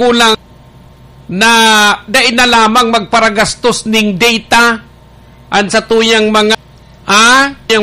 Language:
Bikol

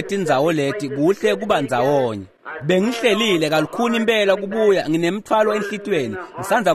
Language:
Swati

